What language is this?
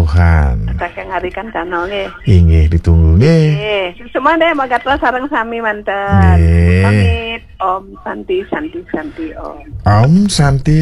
Balinese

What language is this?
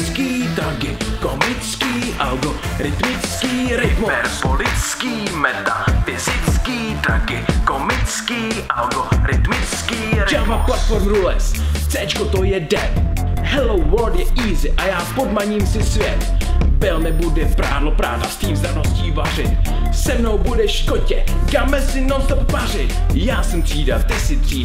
Czech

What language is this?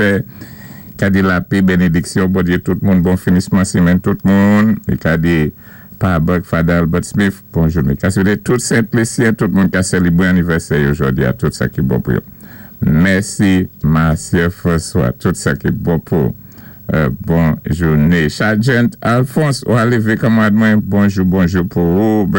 Saint Lucian Creole French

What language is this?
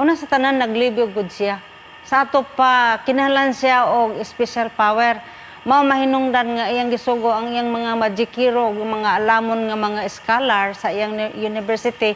Cebuano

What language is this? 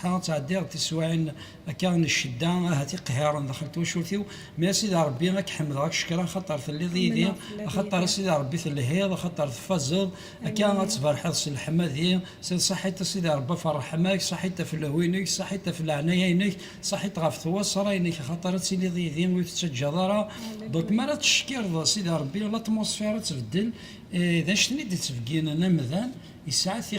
Kabyle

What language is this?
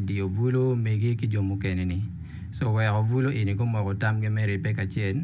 Acoli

